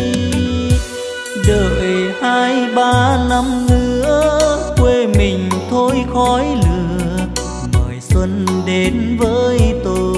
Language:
Vietnamese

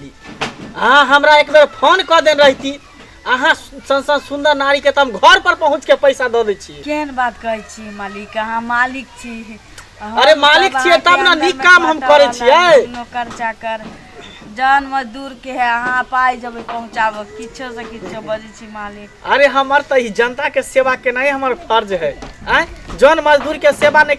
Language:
Maithili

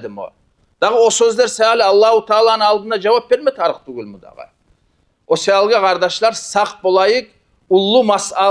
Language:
Kumyk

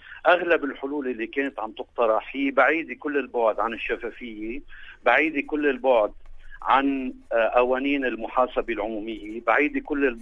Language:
North Levantine Arabic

